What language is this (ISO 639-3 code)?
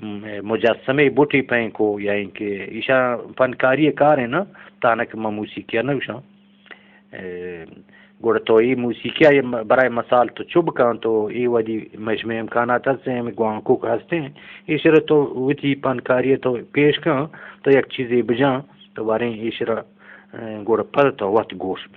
bgp